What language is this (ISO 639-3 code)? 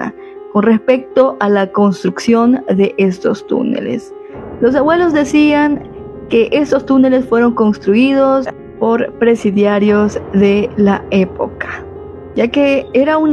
spa